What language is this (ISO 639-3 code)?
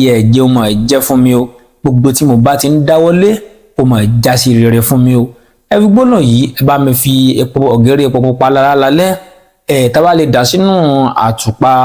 yor